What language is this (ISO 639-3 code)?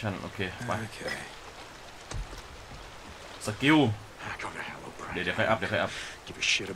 tha